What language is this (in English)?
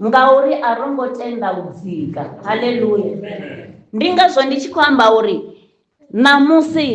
Venda